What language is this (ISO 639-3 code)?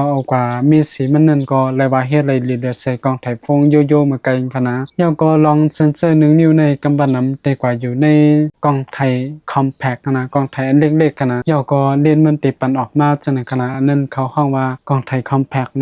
shn